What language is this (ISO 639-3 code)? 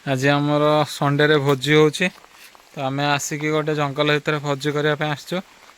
ori